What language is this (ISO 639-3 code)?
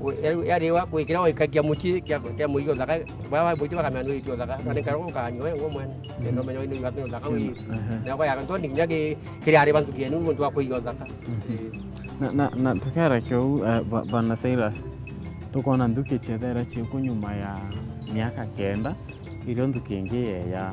mer